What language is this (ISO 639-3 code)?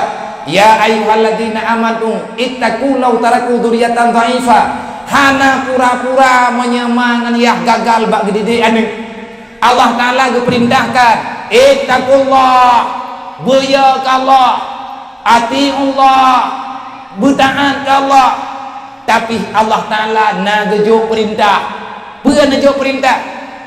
ace